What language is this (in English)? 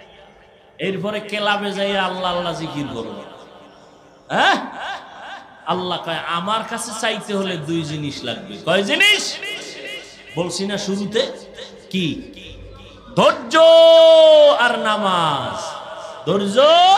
Bangla